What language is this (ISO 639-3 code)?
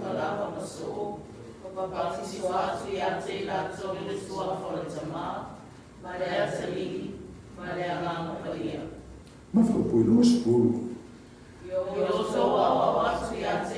smo